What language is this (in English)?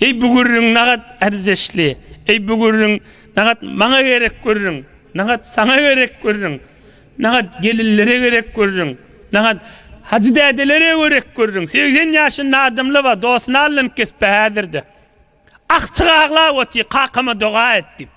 Turkmen